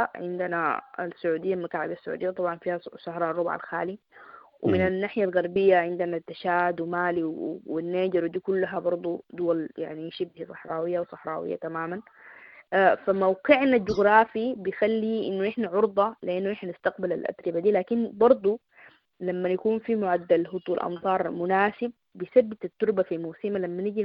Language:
Sudanese Arabic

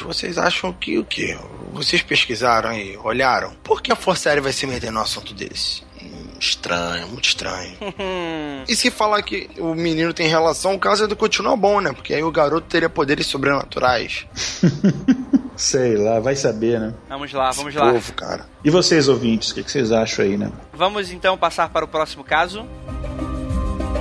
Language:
Portuguese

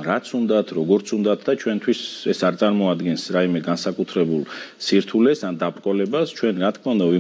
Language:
Georgian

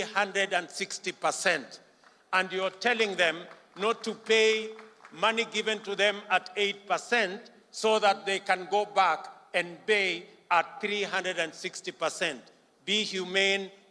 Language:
Kamba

